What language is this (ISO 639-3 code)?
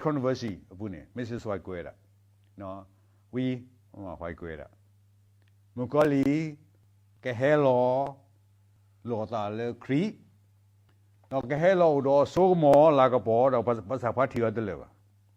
ksw